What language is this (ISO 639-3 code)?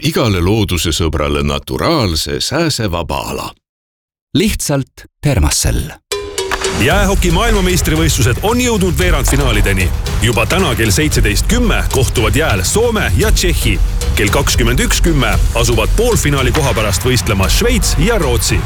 est